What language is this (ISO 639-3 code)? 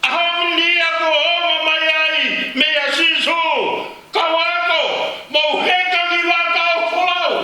ton